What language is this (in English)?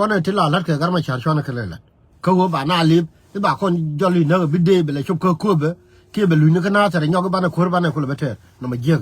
Nuer